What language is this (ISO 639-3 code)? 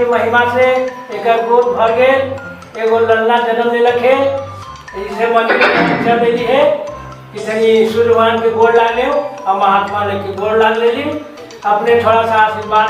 mag